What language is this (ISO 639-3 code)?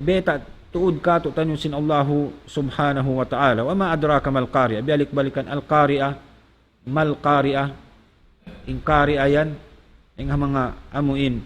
tsg